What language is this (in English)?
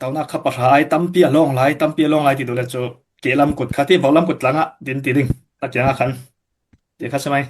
Falam Chin